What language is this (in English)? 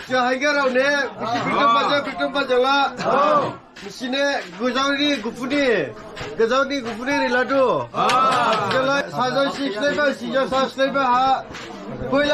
Dimasa